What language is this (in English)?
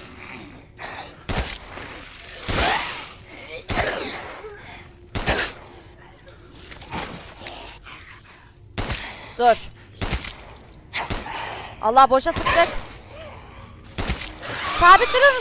Turkish